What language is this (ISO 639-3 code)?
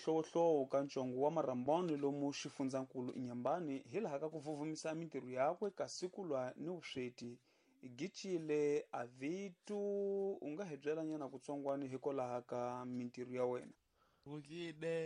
tso